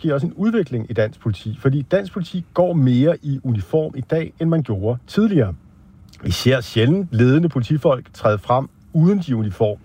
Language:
Danish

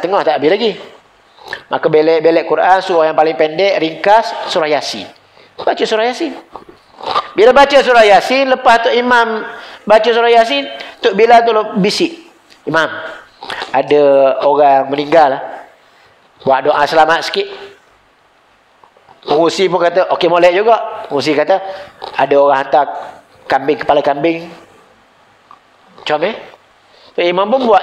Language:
Malay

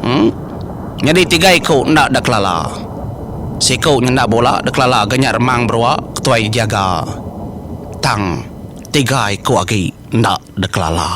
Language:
Iban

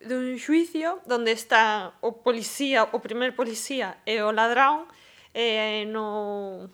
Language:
Galician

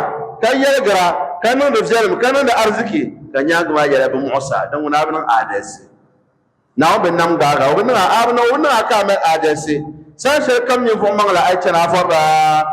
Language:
Dagbani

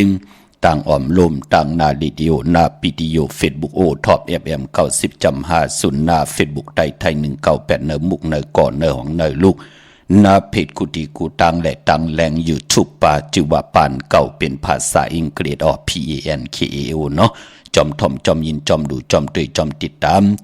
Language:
Shan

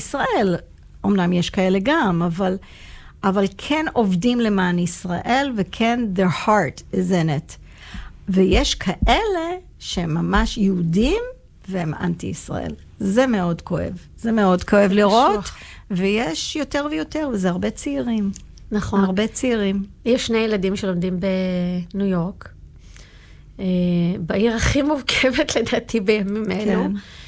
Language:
Hebrew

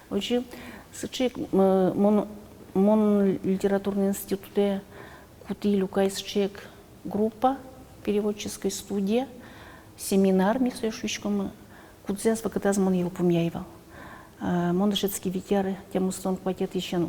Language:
Udmurt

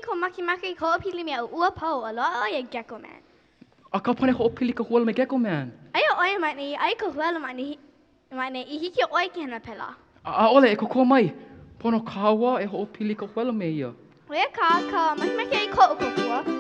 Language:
Hawaiian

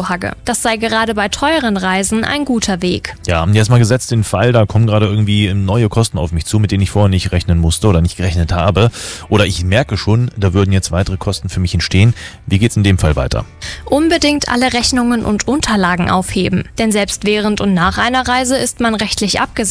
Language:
German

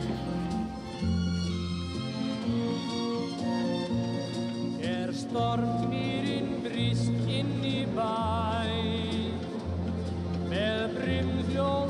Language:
Icelandic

